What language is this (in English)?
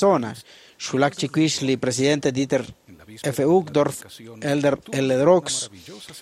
Kekchí